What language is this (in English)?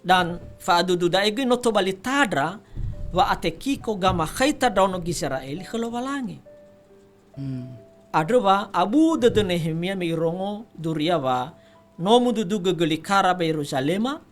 Nias